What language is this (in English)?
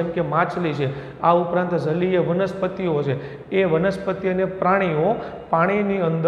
Gujarati